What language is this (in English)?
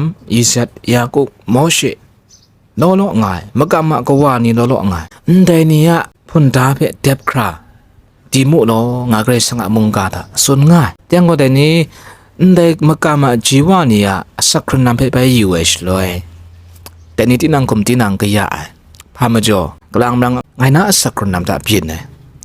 Kachin